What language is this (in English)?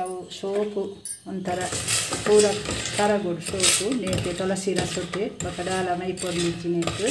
Tulu